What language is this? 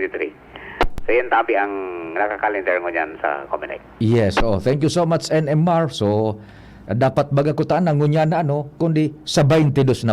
Bikol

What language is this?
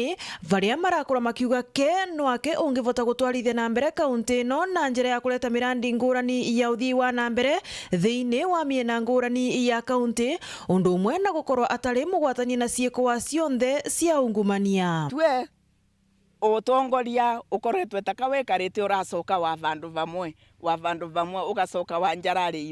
Meru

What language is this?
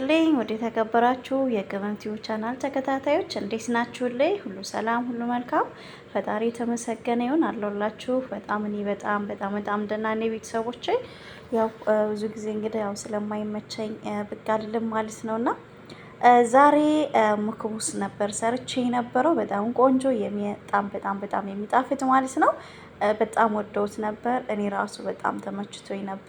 Amharic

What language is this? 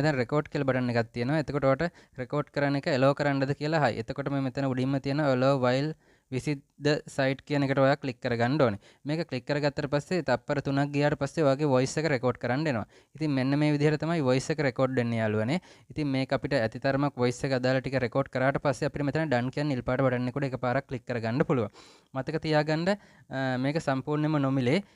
Sinhala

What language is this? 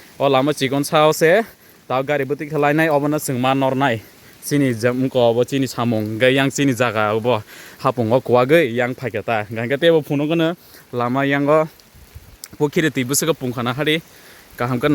Kok Borok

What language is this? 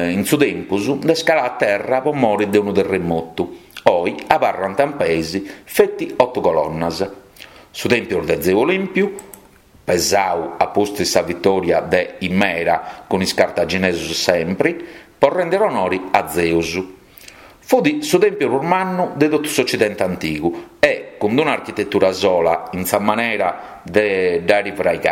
Sardinian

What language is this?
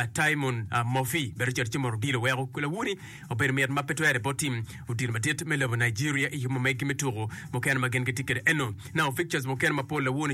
Acoli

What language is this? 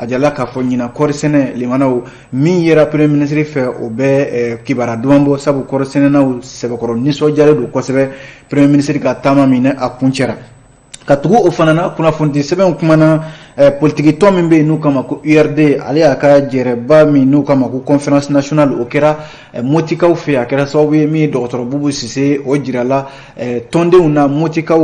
Bambara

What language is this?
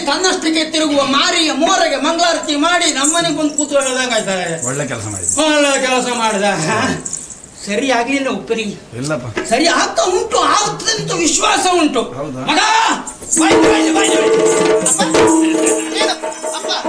Kannada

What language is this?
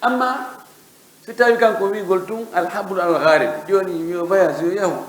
Fula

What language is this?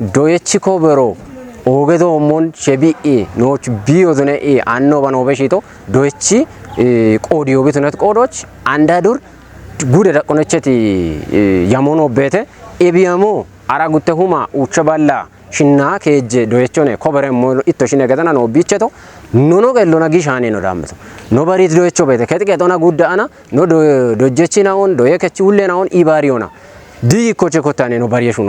Kafa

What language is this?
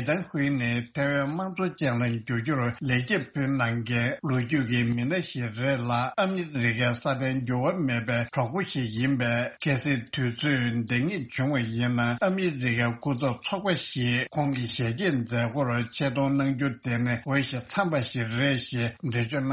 Tibetan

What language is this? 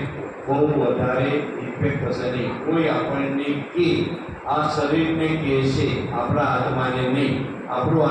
Gujarati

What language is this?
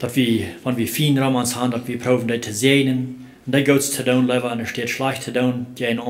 Plautdietsch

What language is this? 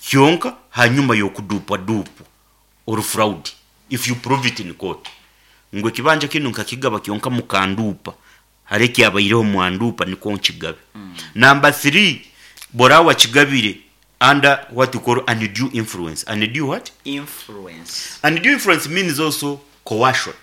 Nyankole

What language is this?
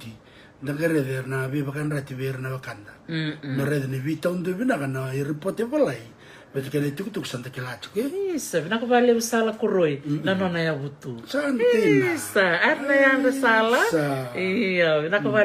Fijian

